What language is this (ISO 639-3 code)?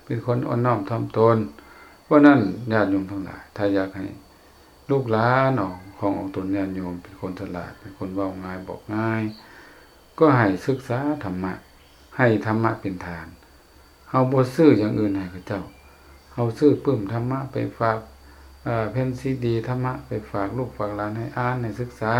lao